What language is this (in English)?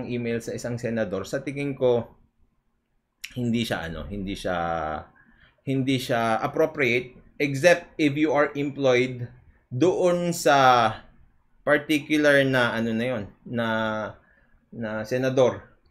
Filipino